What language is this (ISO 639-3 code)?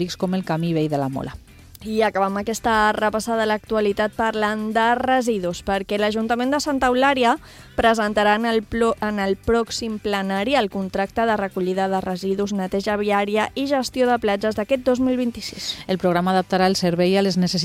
cat